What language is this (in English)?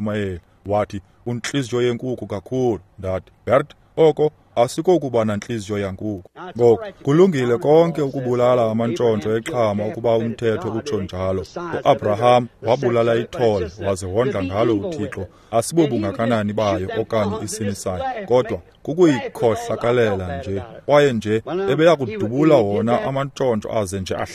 Xhosa